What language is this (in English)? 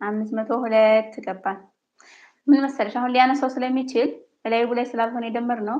Amharic